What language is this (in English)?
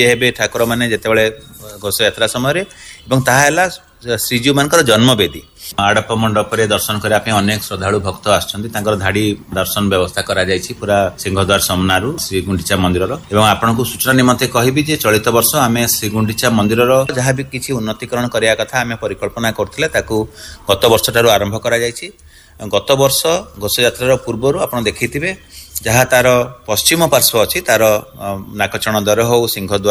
Odia